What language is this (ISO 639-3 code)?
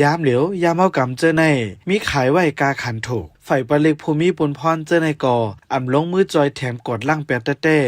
shn